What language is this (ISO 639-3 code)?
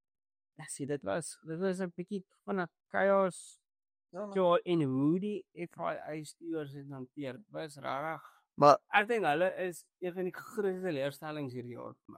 afr